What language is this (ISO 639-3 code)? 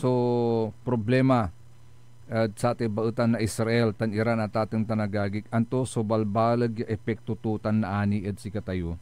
pag